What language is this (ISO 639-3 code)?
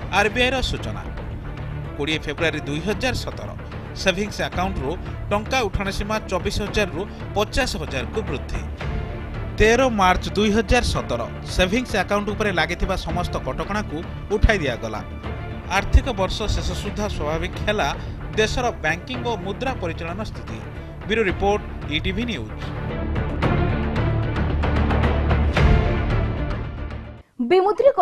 ori